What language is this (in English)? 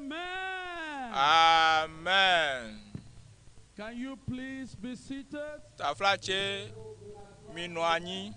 Ewe